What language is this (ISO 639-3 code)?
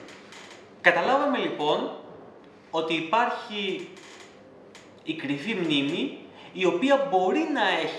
ell